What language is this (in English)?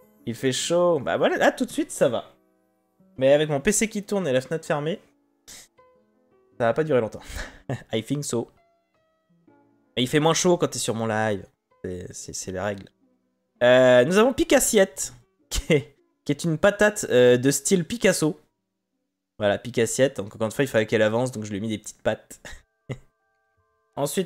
French